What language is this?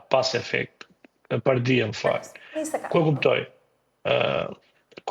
Albanian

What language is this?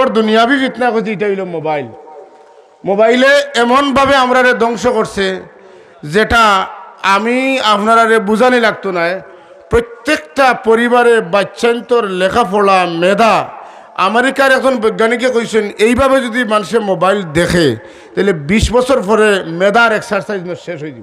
Sylheti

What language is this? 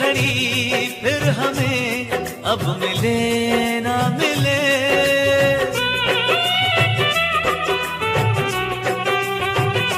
Hindi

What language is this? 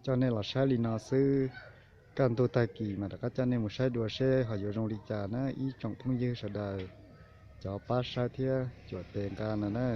Hmong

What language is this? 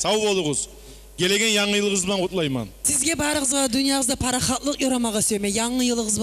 Kumyk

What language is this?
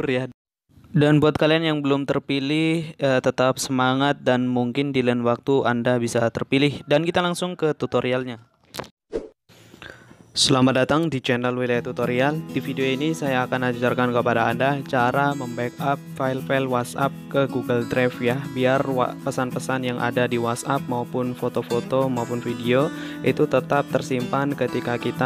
Indonesian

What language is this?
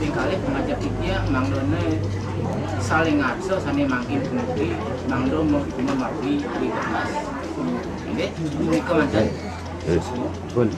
Balinese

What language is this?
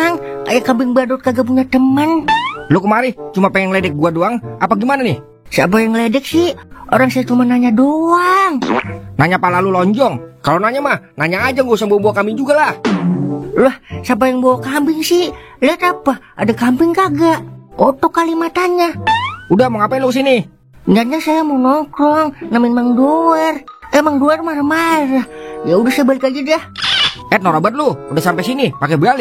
Betawi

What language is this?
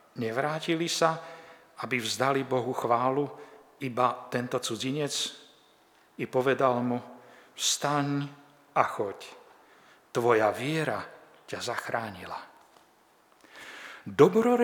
Slovak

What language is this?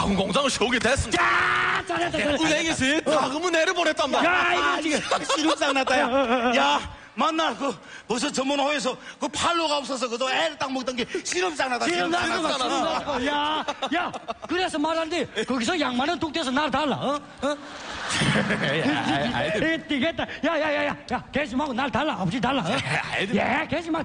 Korean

